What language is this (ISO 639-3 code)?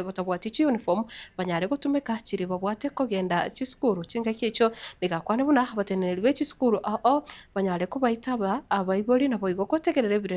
guz